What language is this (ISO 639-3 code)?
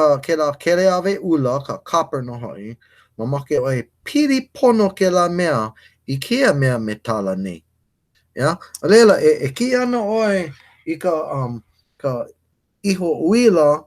haw